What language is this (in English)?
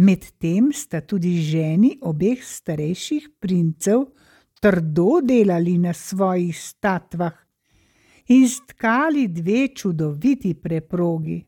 Slovenian